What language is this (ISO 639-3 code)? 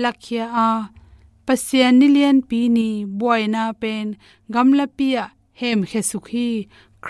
ctd